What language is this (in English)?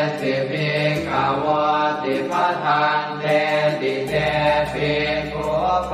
Pali